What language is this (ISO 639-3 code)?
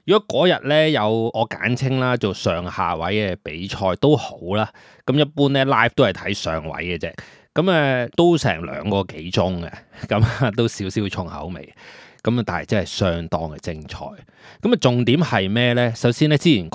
yue